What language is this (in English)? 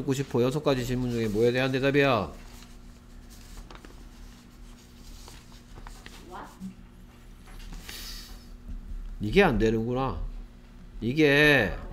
Korean